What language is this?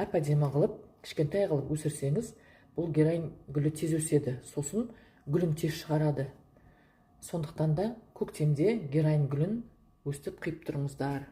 Kazakh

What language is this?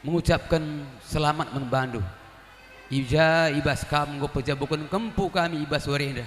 Batak Karo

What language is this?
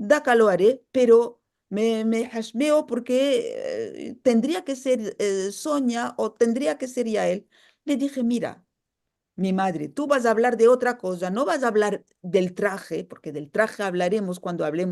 Ladino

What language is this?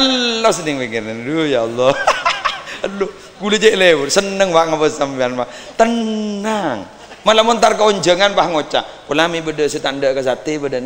Madurese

